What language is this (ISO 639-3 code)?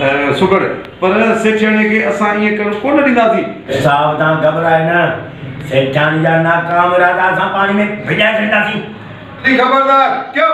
snd